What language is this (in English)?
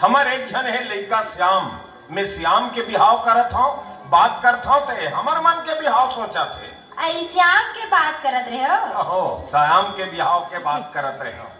Chhattisgarhi